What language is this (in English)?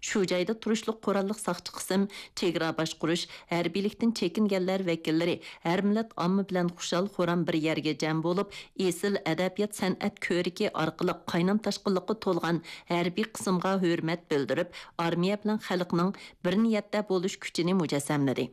Uyghur